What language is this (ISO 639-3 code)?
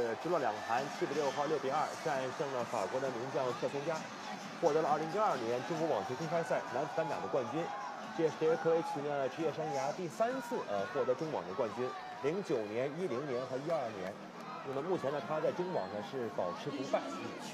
zho